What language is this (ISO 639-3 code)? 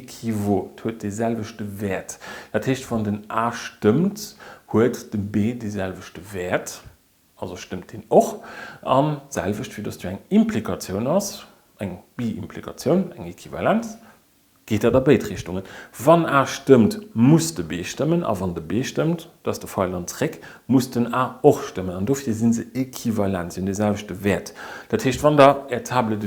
ltz